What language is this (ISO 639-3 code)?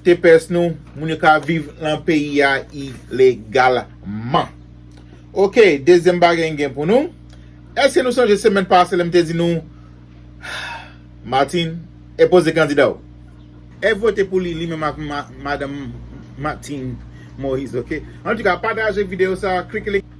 hat